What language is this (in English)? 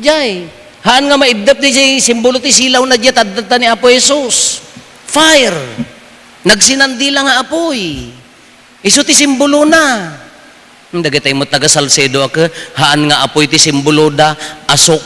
Iloko